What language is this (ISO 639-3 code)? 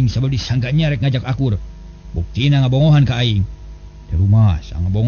sun